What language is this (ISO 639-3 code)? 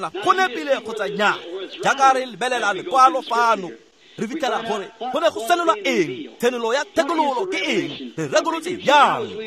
tsn